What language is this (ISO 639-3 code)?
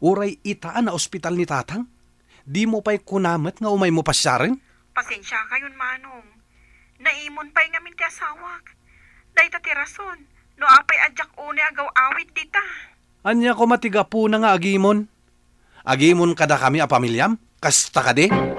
ilo